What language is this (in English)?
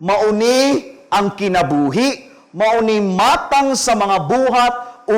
Cebuano